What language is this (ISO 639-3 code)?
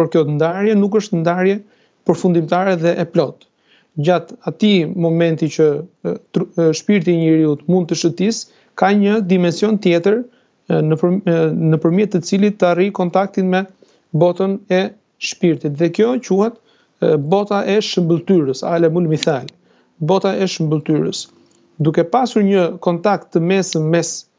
sqi